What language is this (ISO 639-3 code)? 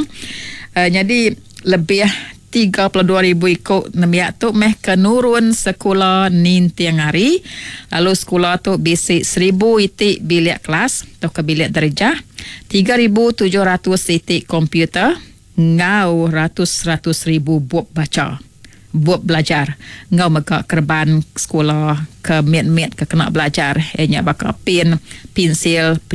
iba